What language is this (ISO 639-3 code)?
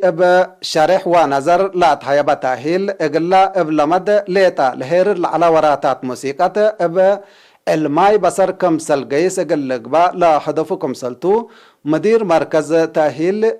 tig